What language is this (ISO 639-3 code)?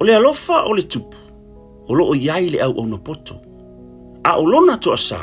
smo